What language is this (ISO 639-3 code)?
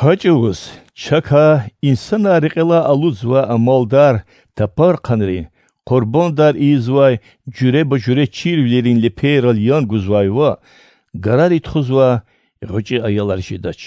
lez